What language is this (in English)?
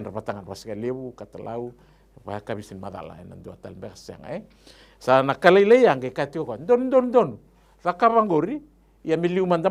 Fijian